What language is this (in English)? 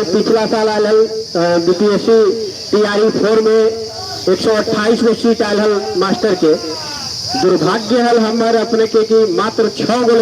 Magahi